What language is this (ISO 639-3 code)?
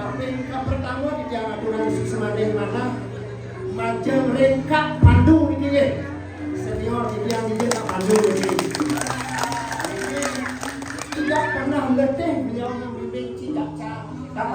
ban